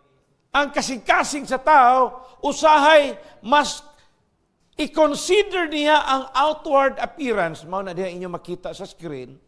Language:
Cebuano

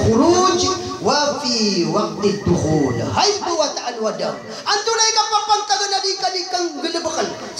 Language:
Maranao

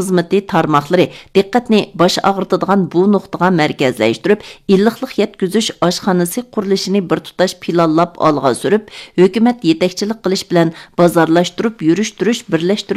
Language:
Uyghur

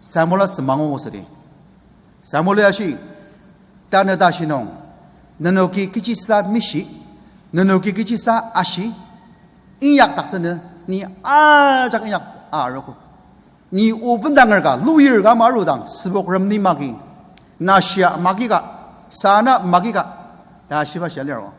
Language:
Ao Naga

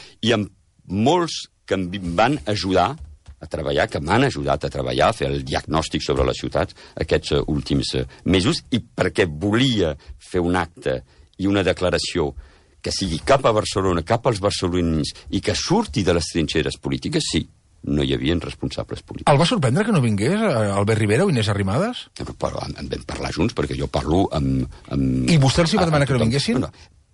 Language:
Catalan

